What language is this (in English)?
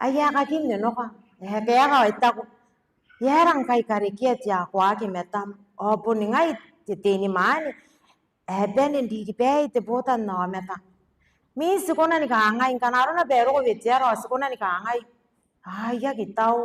Gilbertese